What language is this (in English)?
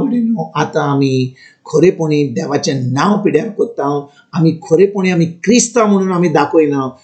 Konkani